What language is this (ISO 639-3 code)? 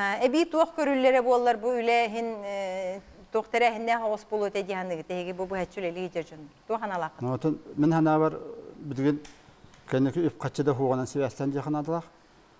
sah